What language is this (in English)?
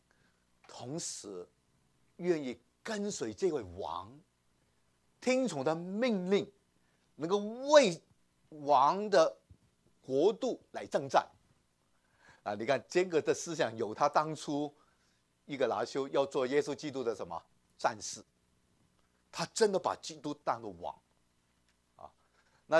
Chinese